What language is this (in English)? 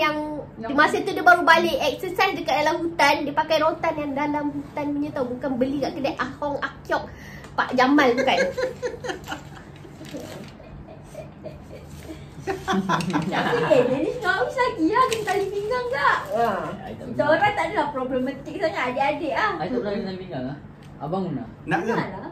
Malay